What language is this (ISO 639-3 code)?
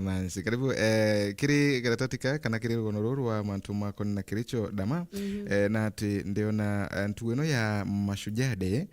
mer